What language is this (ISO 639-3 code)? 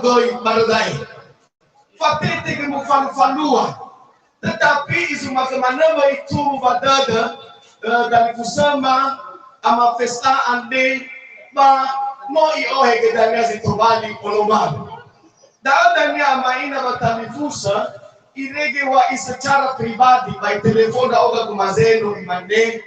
nia